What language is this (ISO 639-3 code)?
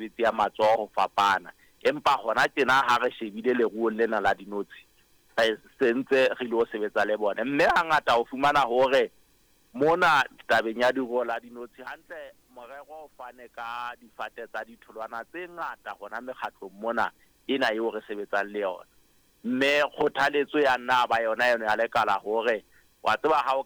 sot